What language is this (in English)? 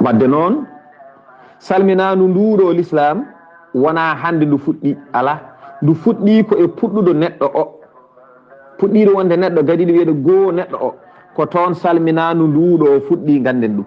Fula